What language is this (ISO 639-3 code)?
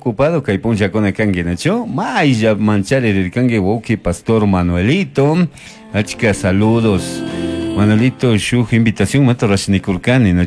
qug